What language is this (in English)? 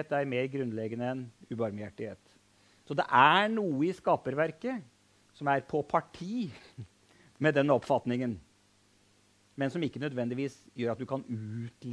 Norwegian